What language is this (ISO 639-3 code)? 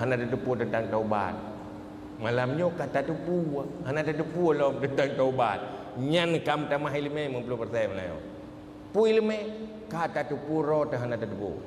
ace